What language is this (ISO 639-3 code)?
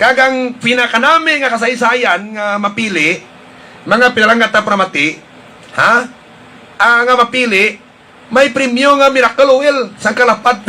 hil